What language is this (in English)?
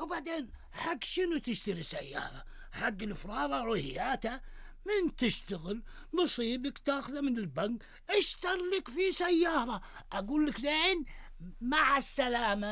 Gulf Arabic